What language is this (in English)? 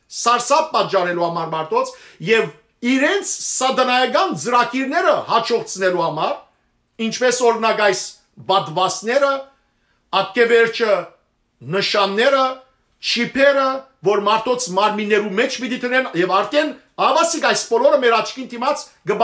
Western Armenian